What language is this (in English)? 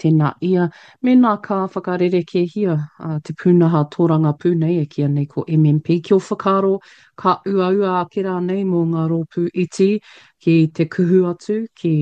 Māori